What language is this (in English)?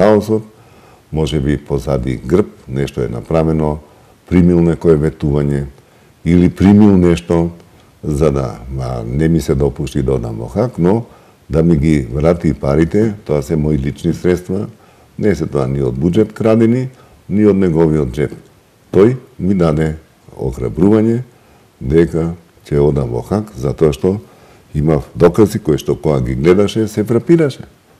Macedonian